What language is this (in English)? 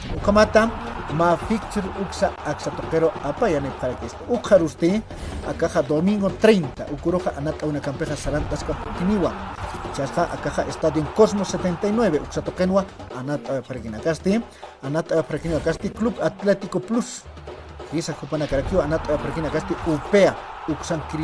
Aymara